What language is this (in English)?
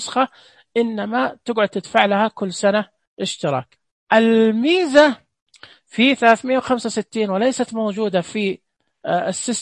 Najdi Arabic